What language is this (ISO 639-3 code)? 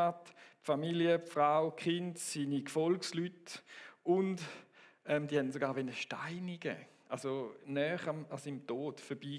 gsw